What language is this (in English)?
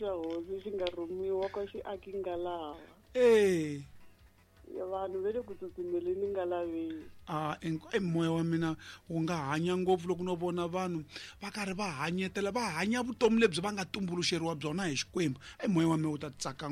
Tsonga